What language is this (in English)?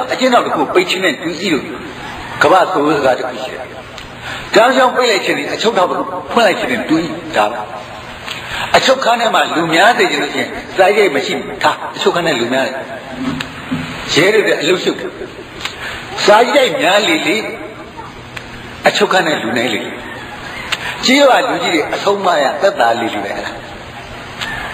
Burmese